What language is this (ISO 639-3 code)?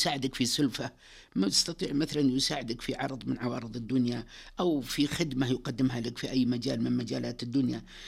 ars